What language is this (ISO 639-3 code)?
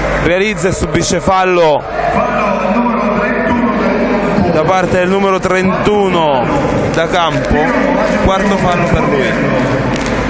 ita